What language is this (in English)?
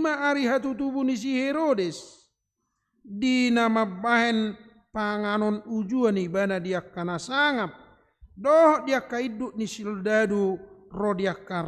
Batak Toba